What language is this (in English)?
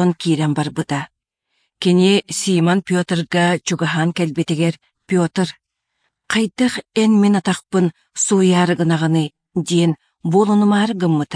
Yakut